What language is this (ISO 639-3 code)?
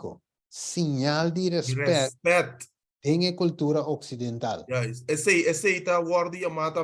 pap